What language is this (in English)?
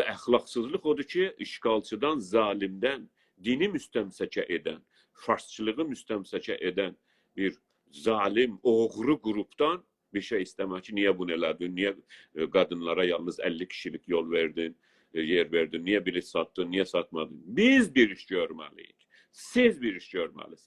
South Azerbaijani